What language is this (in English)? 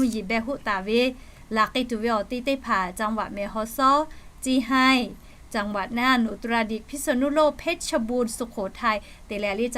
Lahu